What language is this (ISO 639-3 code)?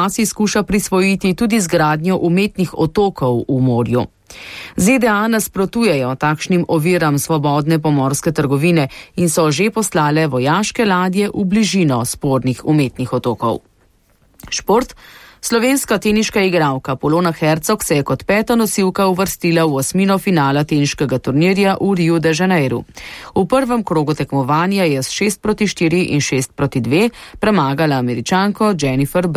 slv